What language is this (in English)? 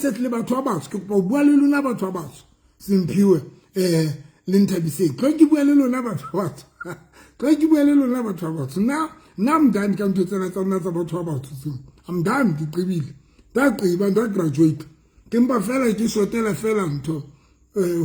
Southern Sotho